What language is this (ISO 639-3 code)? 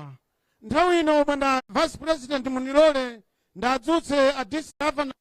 nya